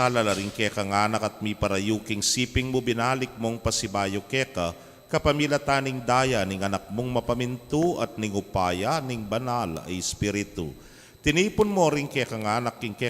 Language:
Pampanga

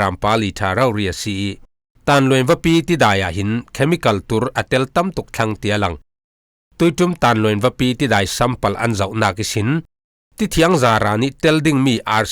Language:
Falam Chin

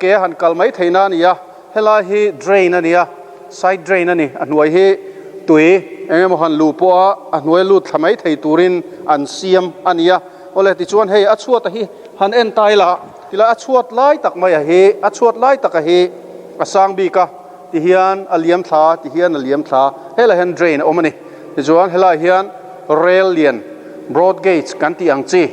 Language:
Mizo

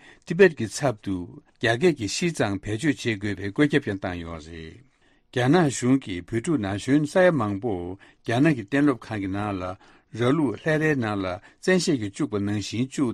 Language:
Tibetan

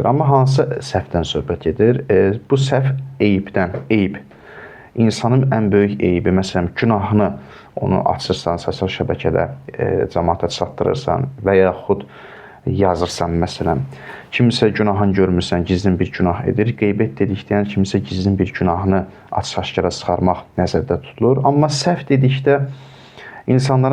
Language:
Azerbaijani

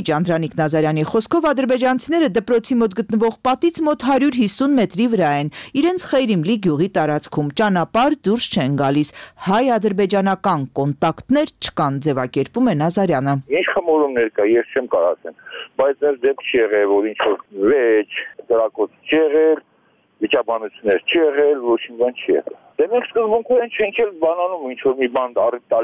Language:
Armenian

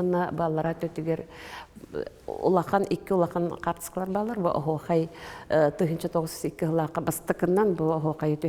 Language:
Yakut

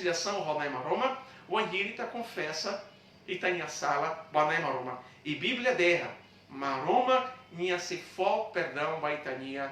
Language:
Tetum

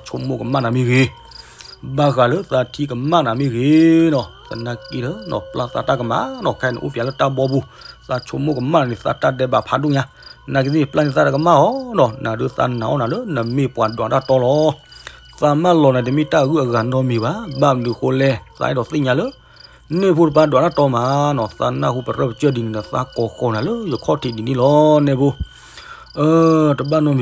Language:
S'gaw Karen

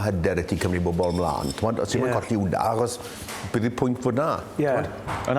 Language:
Welsh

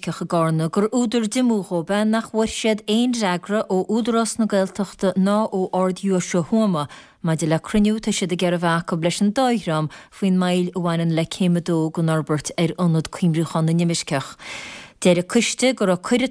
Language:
Irish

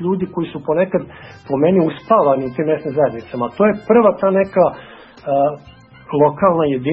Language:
Serbian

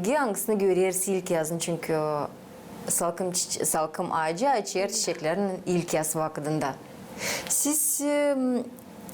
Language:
Gagauz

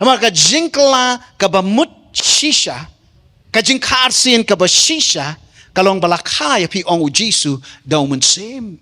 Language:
Khasi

